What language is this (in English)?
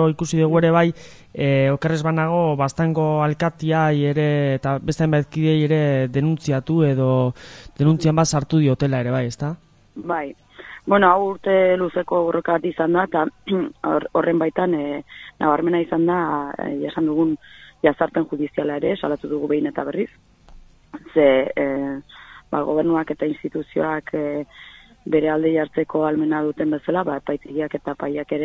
Basque